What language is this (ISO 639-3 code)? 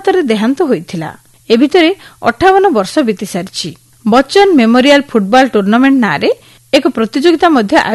ori